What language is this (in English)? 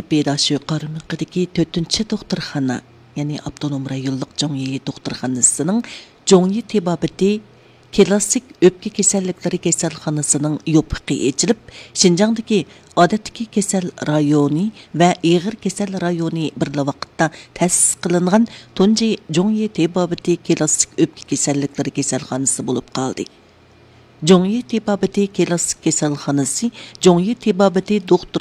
Uyghur